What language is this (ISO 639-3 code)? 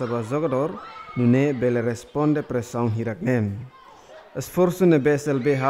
tet